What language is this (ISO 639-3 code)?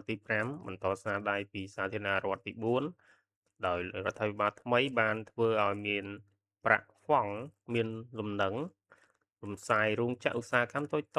khm